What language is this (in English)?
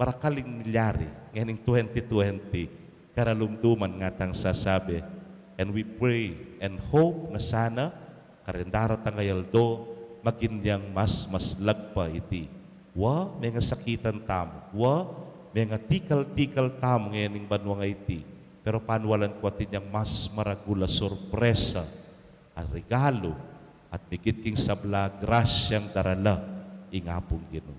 Pampanga